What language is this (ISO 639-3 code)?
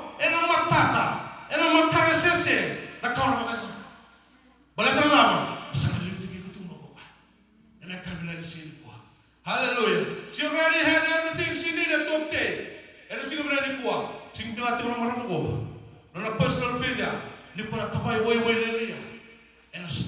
fij